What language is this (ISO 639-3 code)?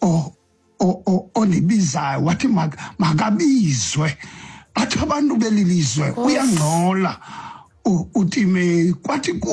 xho